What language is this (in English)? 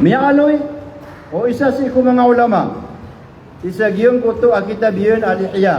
Maranao